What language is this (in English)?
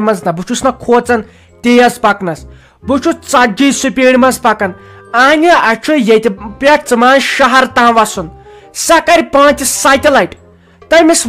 Kashmiri